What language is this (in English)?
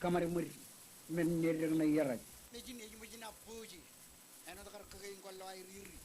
Marshallese